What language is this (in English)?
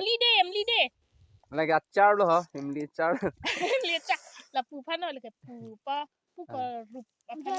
Karbi